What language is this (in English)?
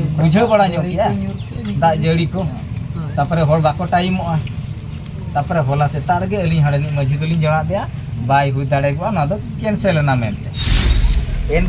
Santali